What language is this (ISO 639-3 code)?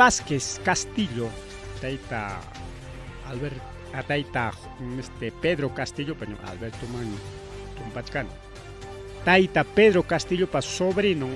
quy